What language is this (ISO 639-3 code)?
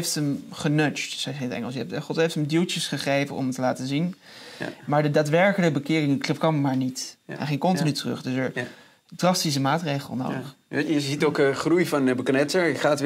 nld